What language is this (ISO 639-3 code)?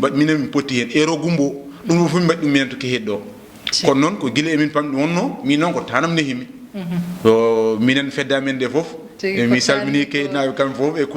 ful